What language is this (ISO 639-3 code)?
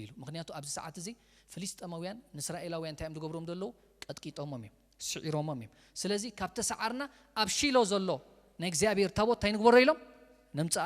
tir